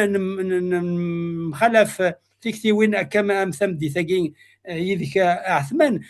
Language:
Kabyle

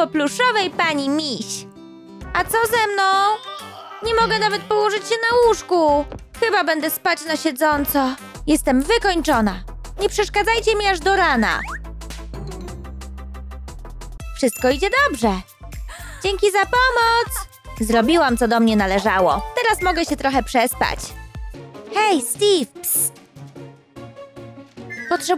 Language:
Polish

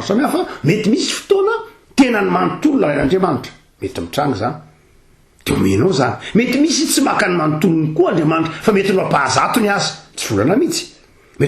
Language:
Malagasy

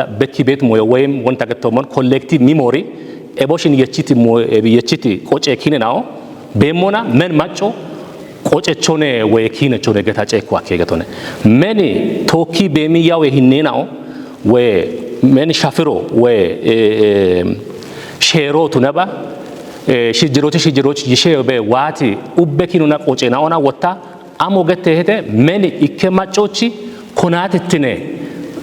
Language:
Kafa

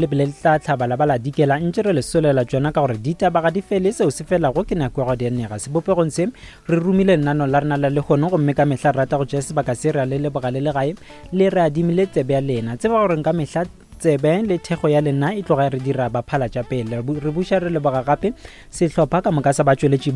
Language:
Northern Sotho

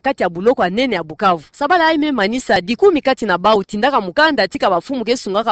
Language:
Kituba (Democratic Republic of Congo)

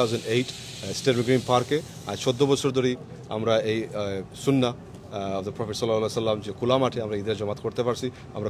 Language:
Sylheti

